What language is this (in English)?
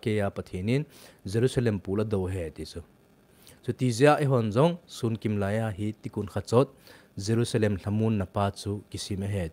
Thado Chin